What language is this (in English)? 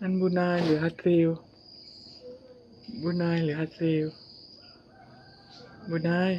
Northeastern Thai